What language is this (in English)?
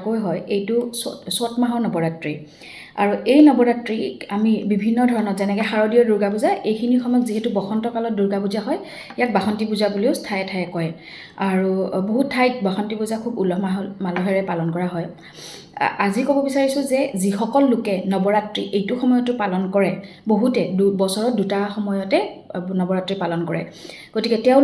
Assamese